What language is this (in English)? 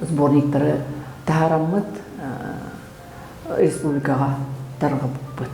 Yakut